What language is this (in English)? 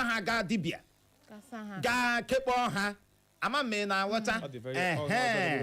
Igbo